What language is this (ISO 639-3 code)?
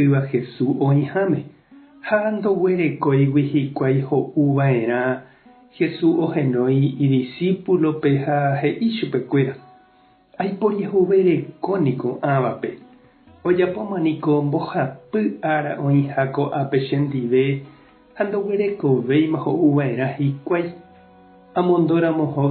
grn